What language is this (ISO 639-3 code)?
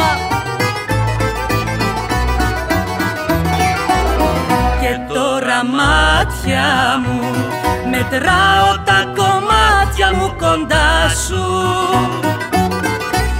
ell